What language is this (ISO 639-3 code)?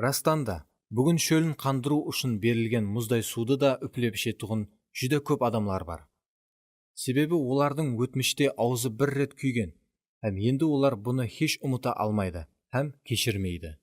kaa